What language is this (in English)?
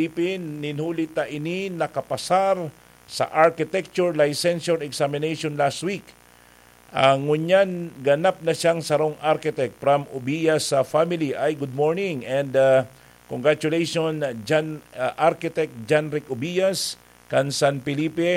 Bikol